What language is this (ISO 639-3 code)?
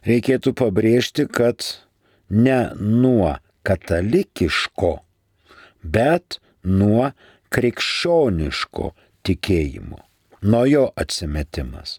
lit